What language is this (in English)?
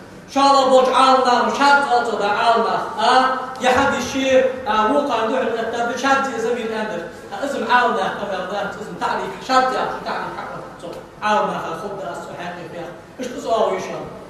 Ingush